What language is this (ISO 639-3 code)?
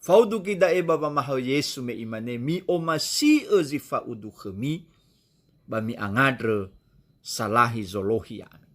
nia